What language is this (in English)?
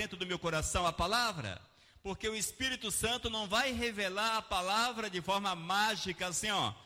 Portuguese